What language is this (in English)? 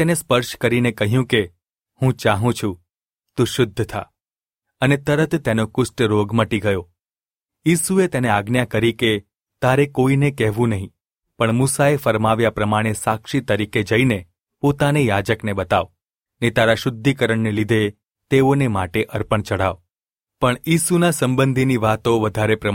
Gujarati